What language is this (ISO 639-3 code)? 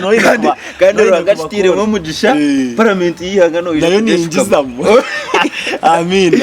nyn